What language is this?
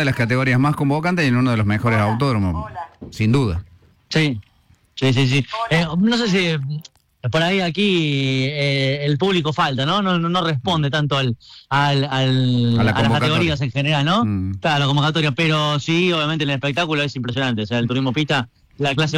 Spanish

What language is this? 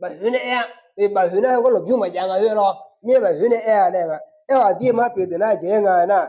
Akha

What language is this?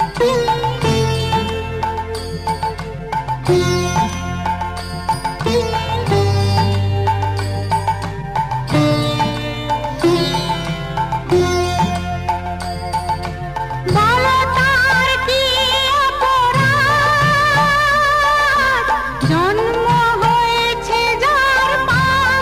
Bangla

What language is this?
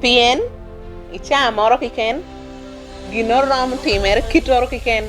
Lango (Uganda)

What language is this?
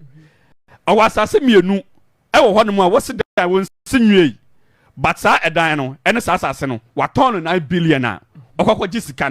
Akan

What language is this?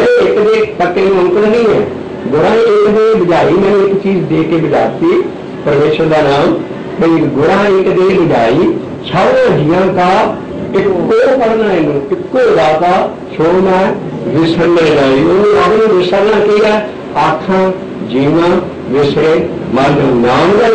Punjabi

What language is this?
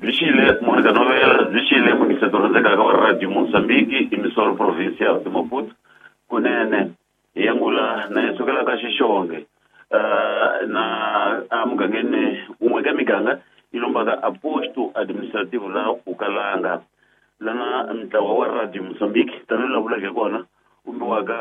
Tsonga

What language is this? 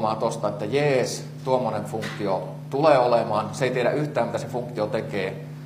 Finnish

